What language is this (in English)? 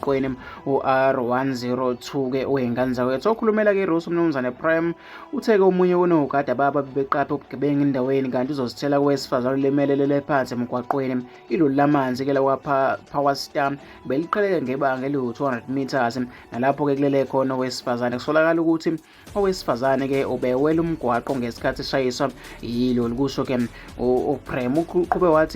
Zulu